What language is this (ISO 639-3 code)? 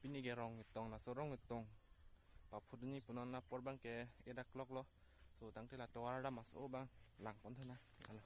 mjw